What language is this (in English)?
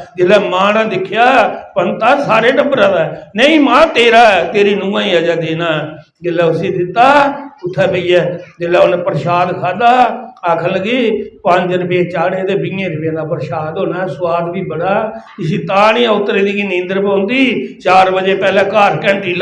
Dogri